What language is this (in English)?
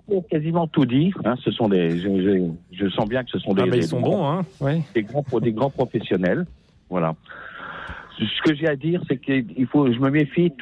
French